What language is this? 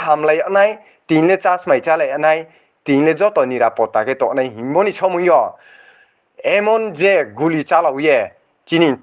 Riang (India)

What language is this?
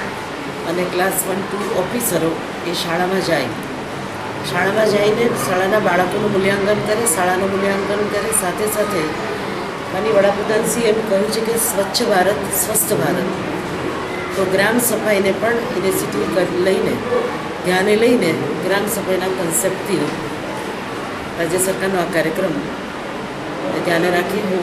Gujarati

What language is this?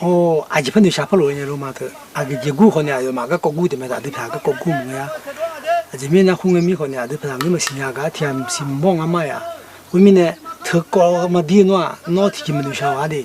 Akha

